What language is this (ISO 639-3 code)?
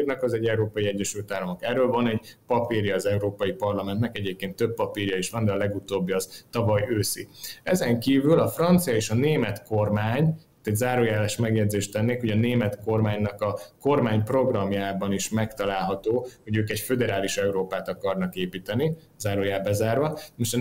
hun